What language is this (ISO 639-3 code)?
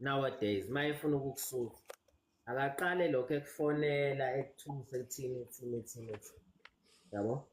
zul